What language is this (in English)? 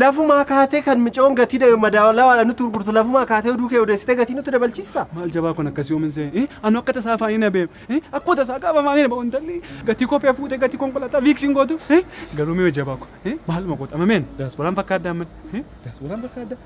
Oromo